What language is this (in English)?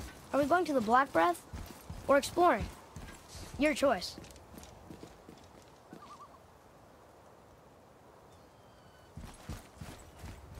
English